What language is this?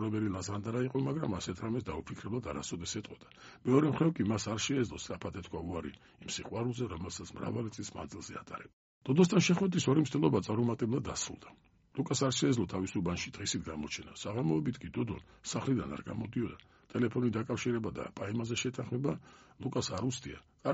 Georgian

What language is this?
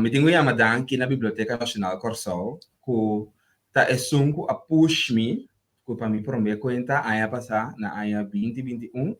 Papiamento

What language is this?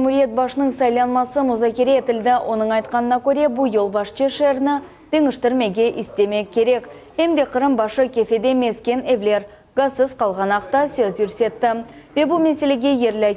Crimean Tatar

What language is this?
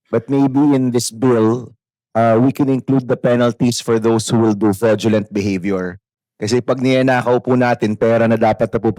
Pampanga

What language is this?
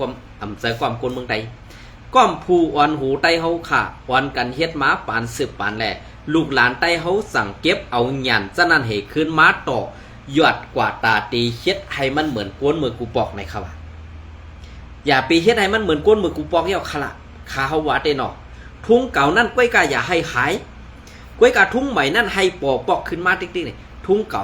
Shan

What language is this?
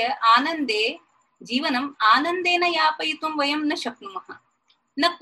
Sanskrit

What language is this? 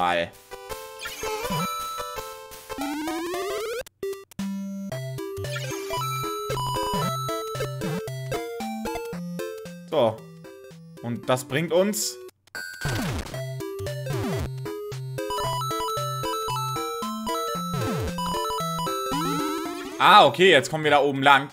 German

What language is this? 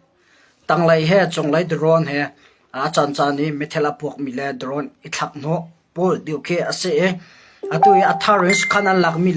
Hakha Chin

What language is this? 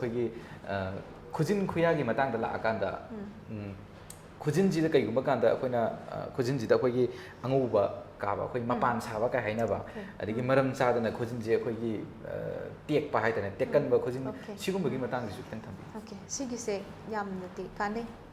Manipuri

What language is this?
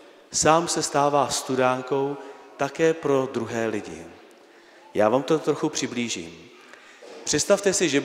Czech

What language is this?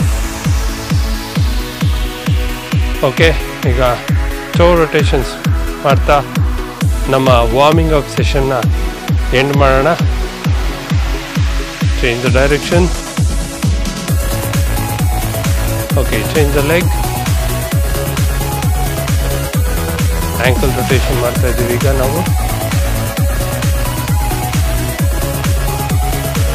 Kannada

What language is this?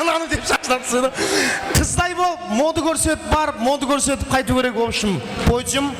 Kara-Kalpak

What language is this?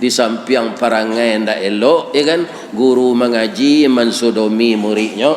Minangkabau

